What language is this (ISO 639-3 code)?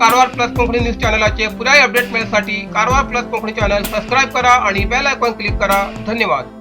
kok